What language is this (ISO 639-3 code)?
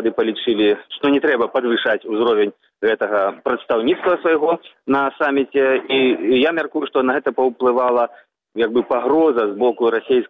bel